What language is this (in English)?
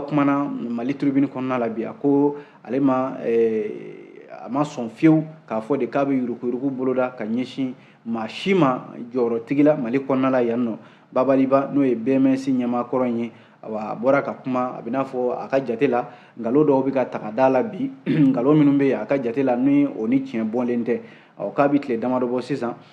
Bambara